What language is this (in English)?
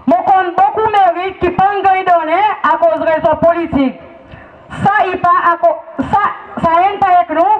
Seselwa Creole French